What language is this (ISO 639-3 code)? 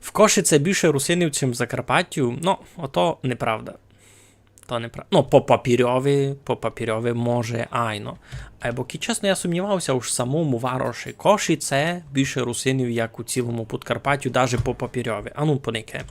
rue